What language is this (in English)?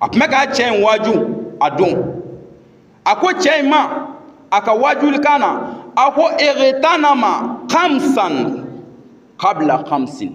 Bambara